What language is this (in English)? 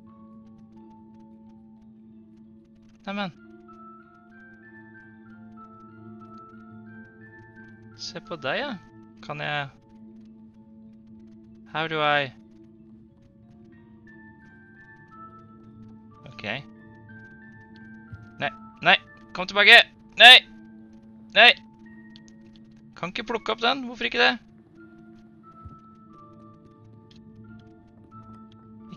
Norwegian